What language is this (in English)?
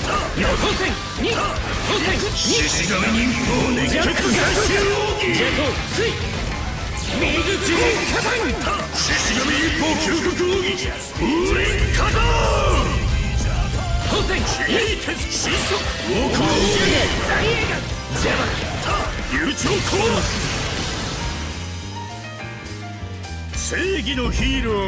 Japanese